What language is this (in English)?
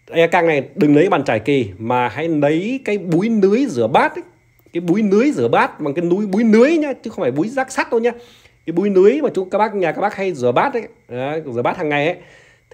Vietnamese